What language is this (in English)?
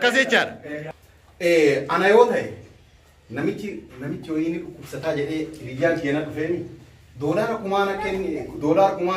Oromo